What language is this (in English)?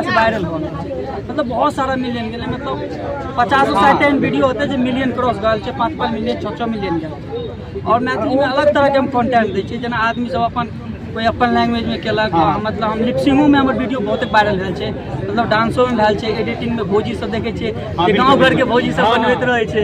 Maithili